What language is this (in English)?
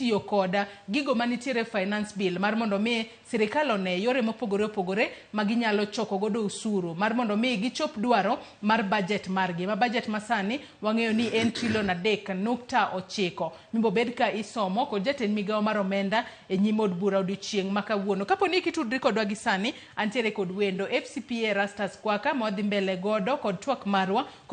Luo (Kenya and Tanzania)